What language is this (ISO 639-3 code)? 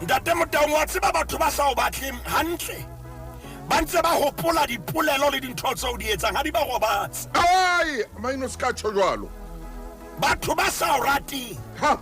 sot